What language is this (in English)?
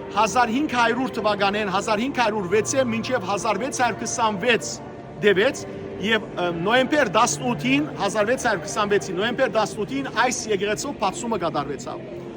Western Armenian